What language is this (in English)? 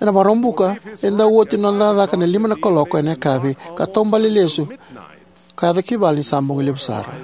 Fijian